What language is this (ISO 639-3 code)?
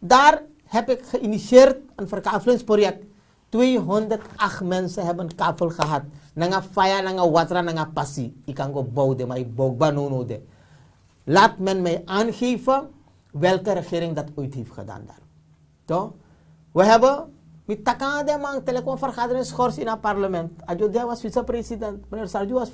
srn